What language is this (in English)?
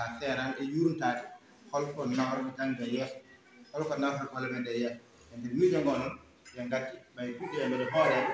Fula